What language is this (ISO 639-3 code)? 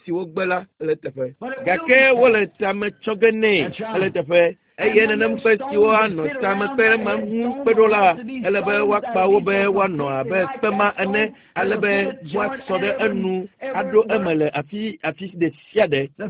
ewe